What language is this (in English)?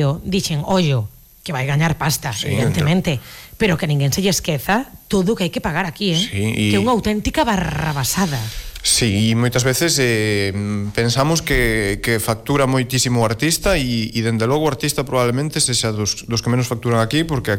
Galician